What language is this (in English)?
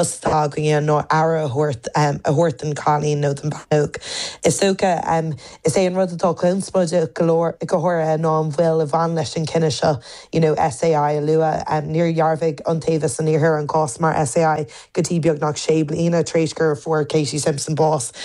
Irish